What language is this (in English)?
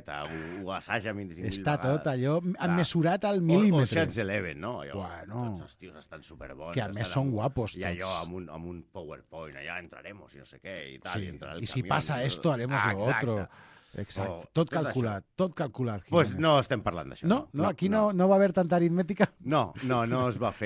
Catalan